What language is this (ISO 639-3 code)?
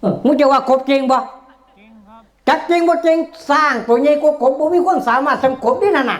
tts